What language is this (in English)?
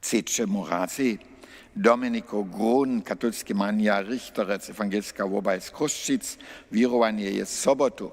Upper Sorbian